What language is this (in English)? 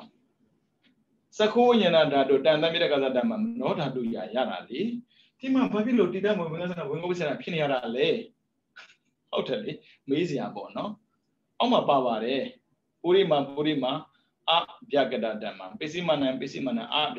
Burmese